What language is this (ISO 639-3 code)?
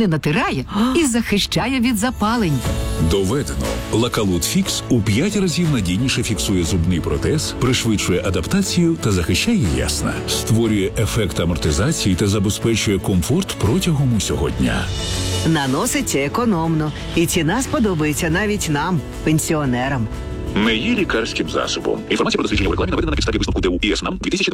ukr